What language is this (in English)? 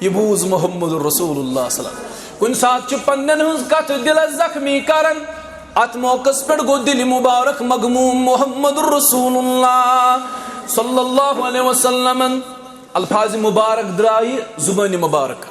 Kashmiri